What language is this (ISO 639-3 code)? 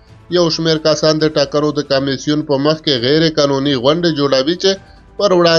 pus